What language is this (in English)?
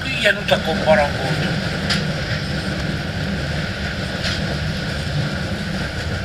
Hungarian